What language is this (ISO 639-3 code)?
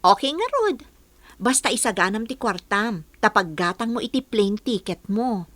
ilo